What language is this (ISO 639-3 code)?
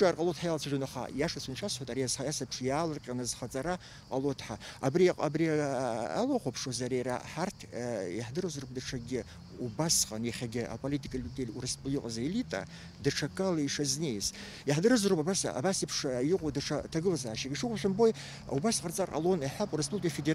abk